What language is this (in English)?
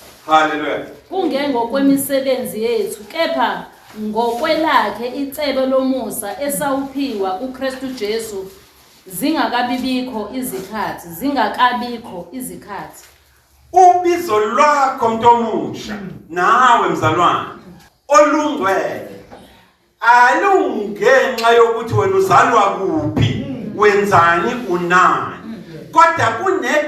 Zulu